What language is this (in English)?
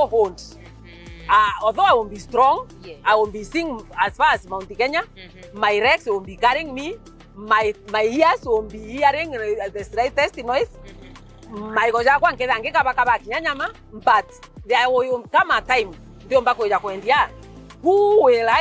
Meru